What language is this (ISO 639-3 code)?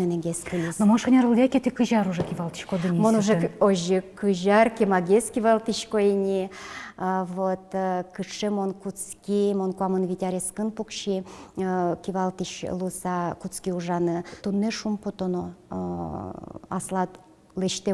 udm